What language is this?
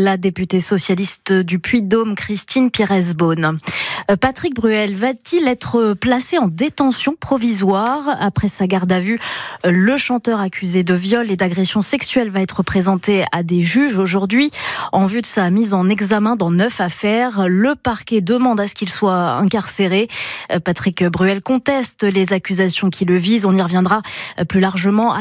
French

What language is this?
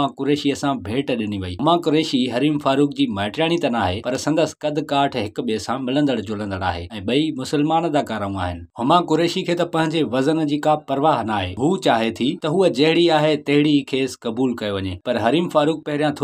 Sindhi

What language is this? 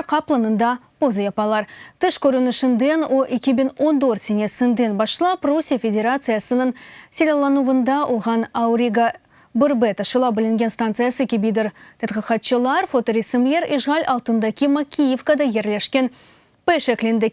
Crimean Tatar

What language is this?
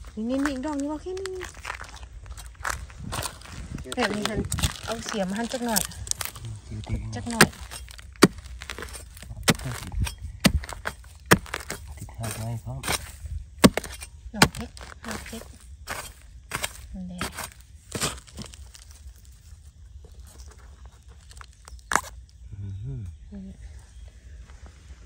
Northeastern Thai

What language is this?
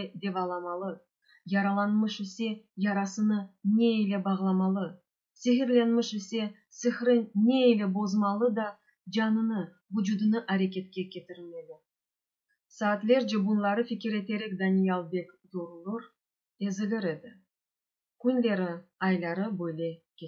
Crimean Tatar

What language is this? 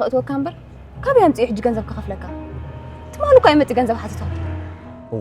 Tigrinya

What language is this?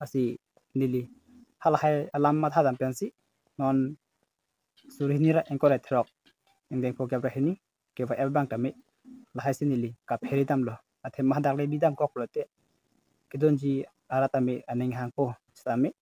Karbi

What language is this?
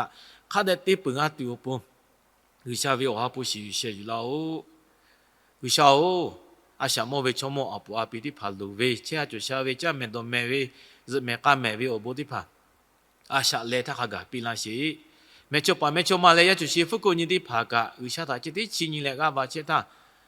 Lahu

